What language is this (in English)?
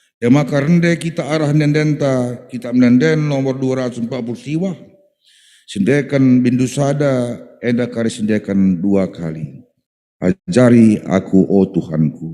Batak Karo